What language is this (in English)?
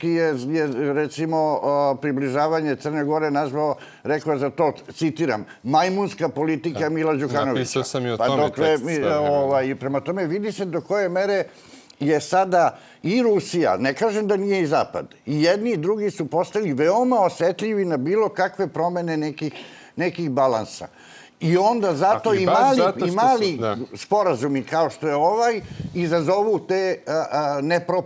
Serbian